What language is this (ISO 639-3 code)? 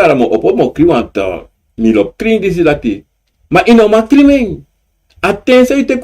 srn